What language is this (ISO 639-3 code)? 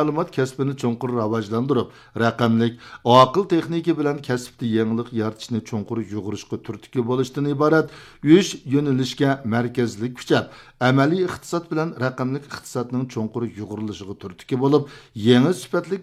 uig